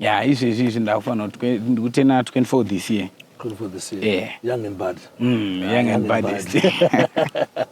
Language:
Shona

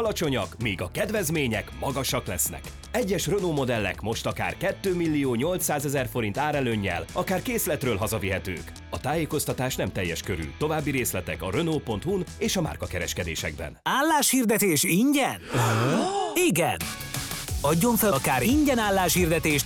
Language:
Hungarian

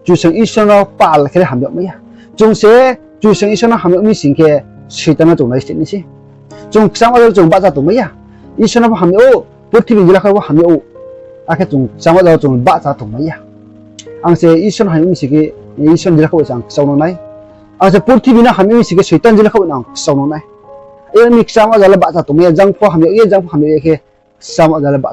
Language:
Riang (India)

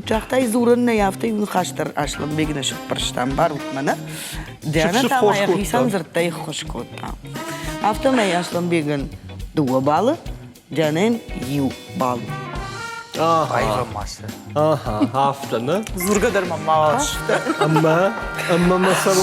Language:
Ossetic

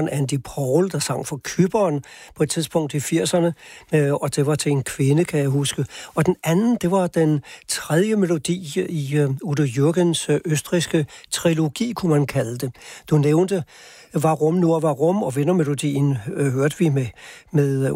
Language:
Danish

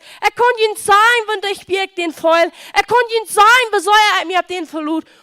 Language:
Plautdietsch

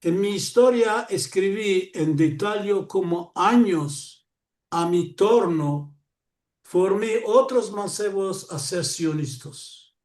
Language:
Ladino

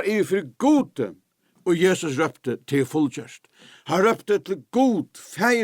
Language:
Faroese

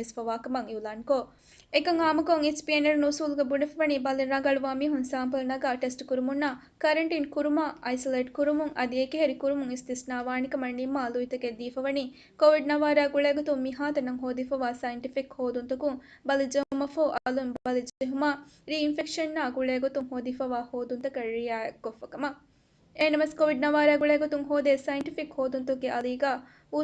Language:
Divehi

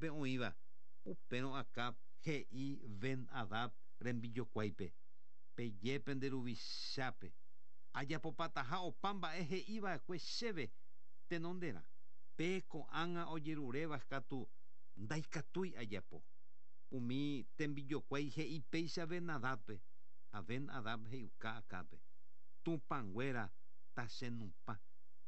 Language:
Guarani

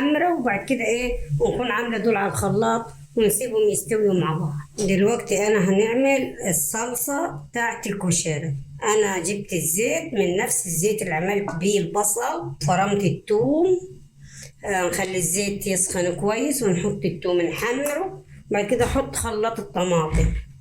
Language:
Egyptian Arabic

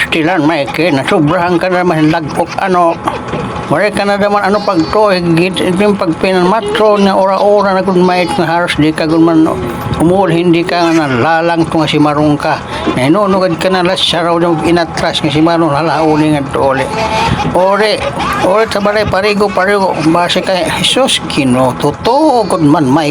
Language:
Waray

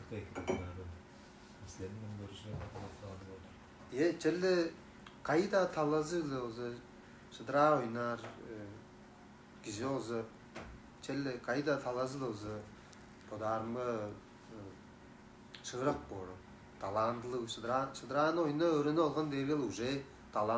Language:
Tuvinian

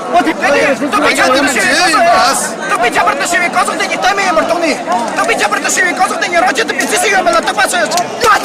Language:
Tibetan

